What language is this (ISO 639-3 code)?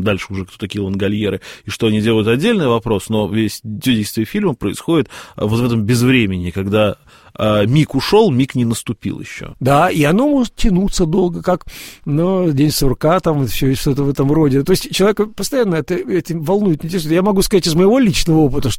rus